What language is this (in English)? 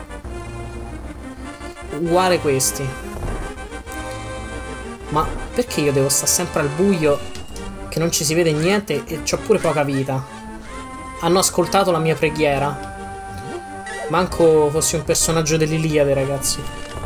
Italian